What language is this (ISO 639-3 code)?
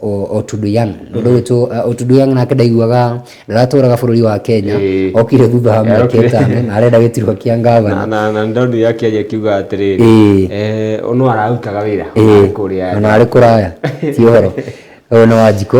kik